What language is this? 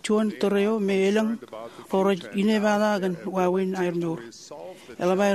Marshallese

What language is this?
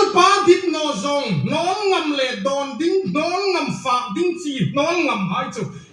Hmar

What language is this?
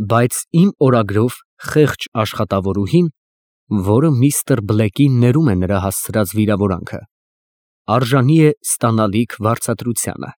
Armenian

